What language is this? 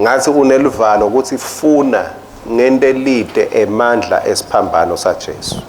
Swati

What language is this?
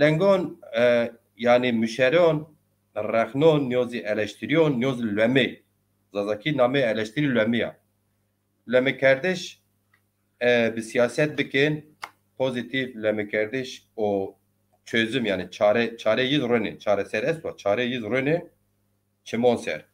Zaza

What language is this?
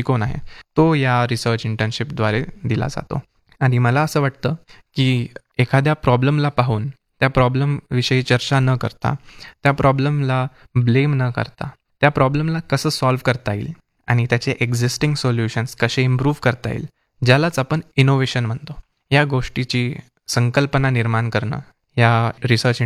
Marathi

